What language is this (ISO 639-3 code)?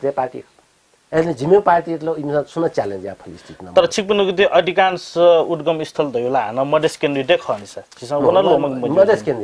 new